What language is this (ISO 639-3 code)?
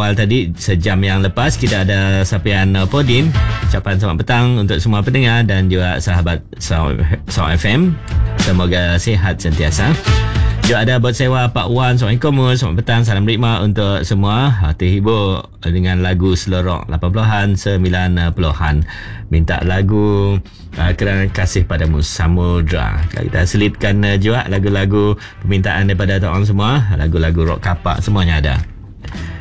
msa